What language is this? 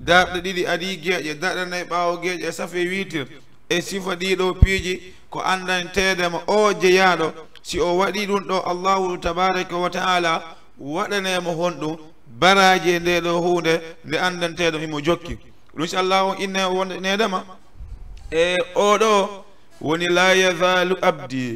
Fula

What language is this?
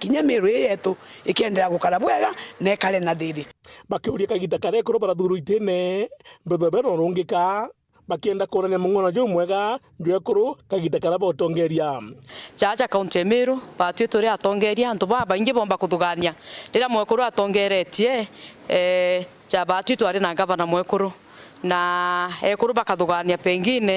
Meru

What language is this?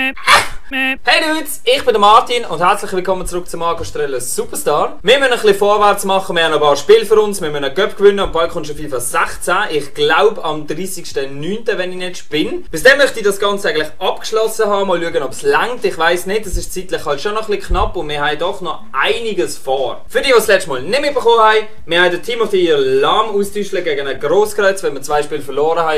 Swiss German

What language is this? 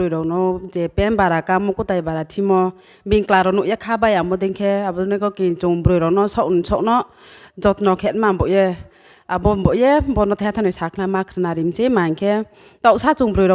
Riang (India)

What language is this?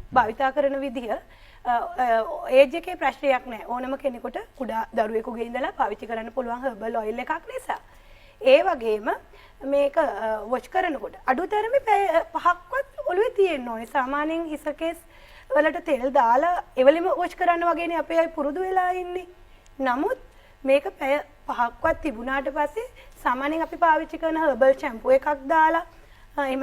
Sinhala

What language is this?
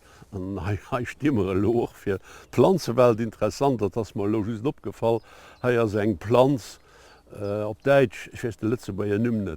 Luxembourgish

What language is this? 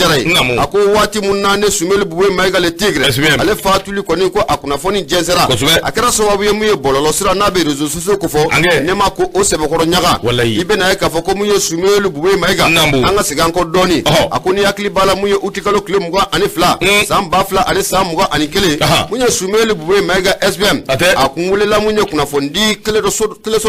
Bambara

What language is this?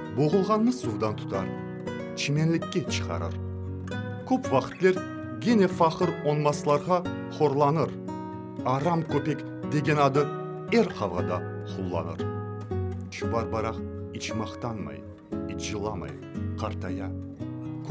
Crimean Tatar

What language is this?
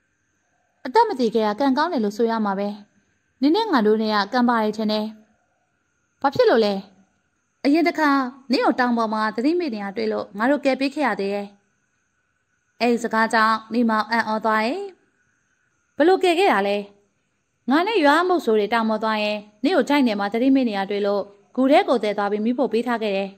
Burmese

